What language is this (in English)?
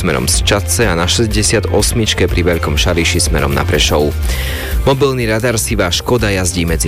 Slovak